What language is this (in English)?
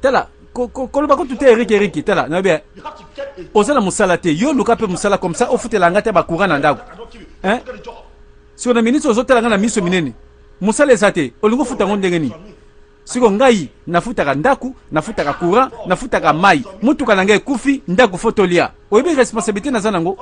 Lingala